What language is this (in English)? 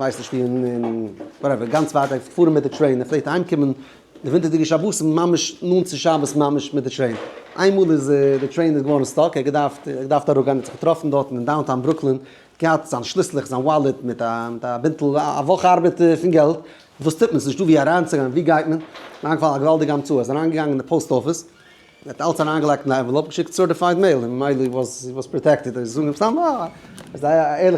Yiddish